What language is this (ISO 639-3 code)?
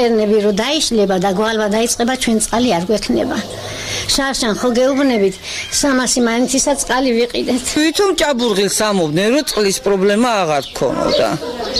kat